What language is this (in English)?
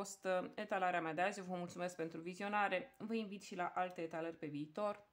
Romanian